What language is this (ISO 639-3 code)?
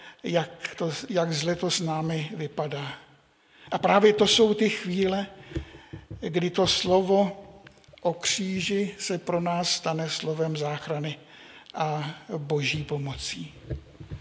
ces